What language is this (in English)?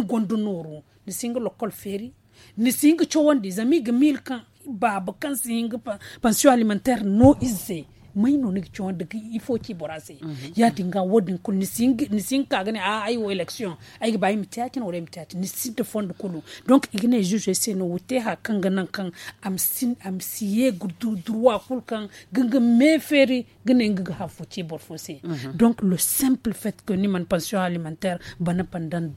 Zarma